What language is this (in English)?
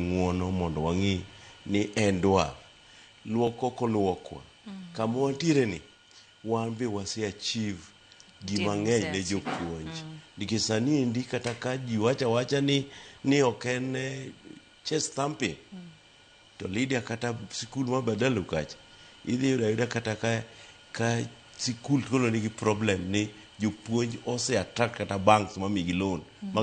Luo (Kenya and Tanzania)